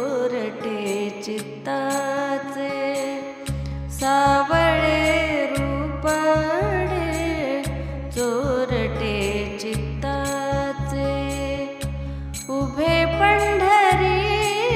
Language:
Marathi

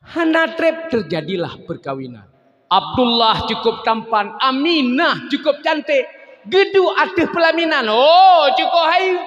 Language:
Achinese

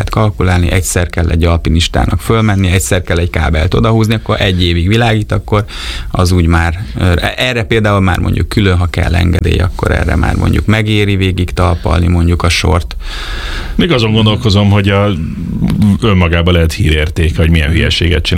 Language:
Hungarian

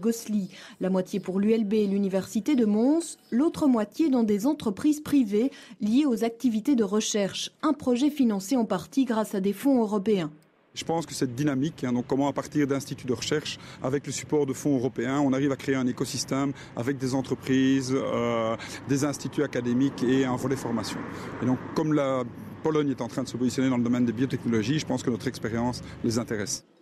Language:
French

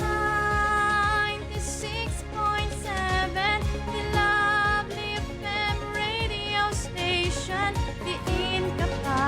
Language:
Hiligaynon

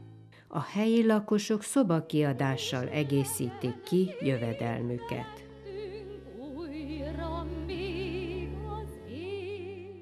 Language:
Hungarian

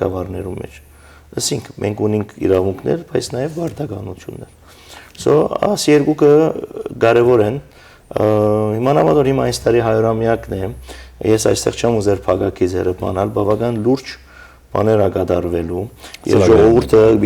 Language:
Western Armenian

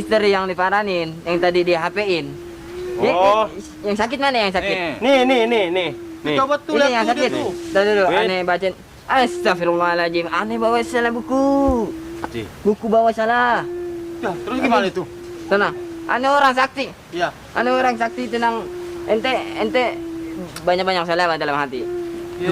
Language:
Betawi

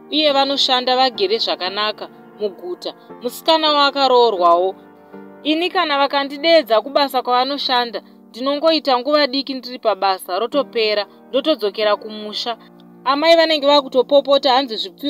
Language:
Shona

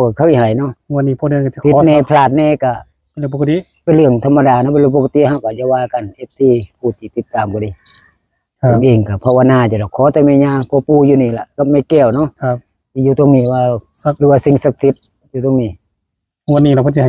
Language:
Northeastern Thai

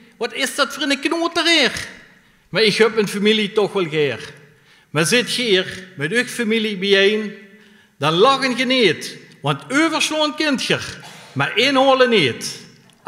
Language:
Limburgish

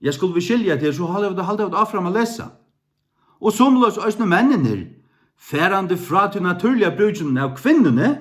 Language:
Faroese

